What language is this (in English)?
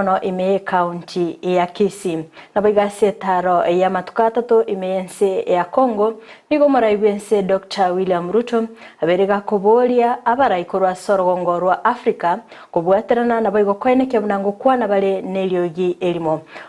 Gusii